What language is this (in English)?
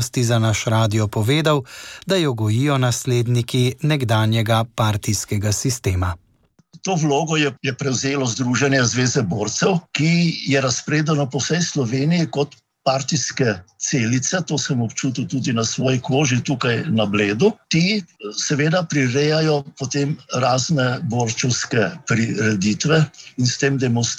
Slovenian